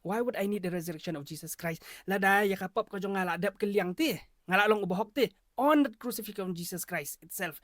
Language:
Khasi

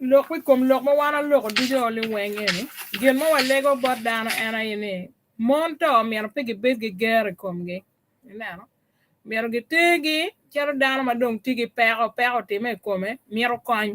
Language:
Acoli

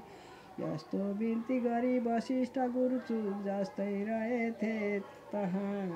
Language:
Nepali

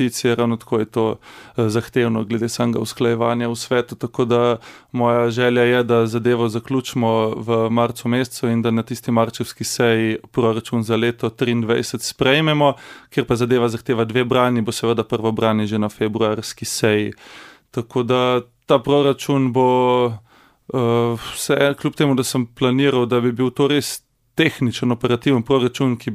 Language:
Slovenian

